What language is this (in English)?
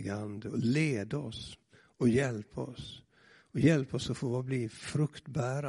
Swedish